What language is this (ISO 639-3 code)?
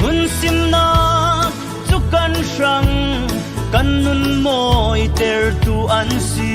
cfm